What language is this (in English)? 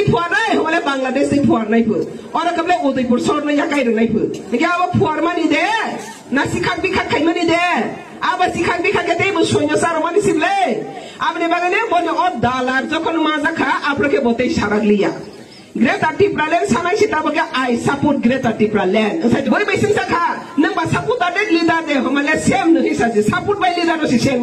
Riang (India)